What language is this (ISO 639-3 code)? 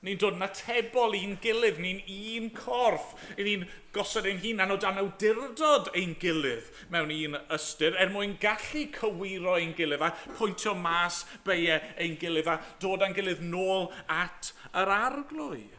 cym